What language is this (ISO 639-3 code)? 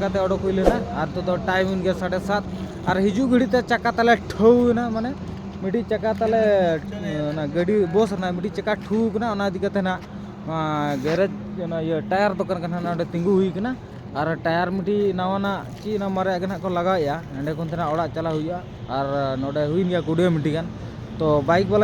sat